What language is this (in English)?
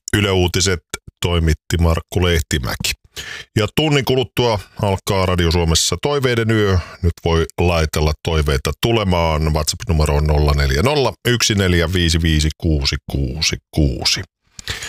Finnish